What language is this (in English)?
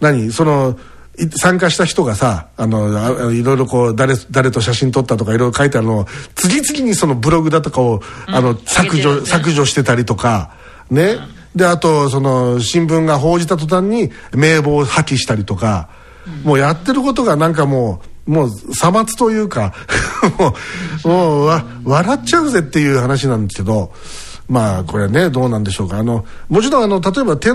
Japanese